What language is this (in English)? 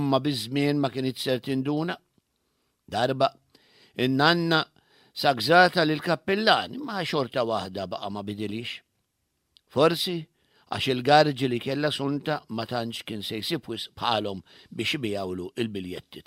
Maltese